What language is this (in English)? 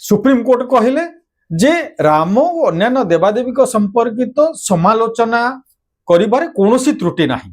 Odia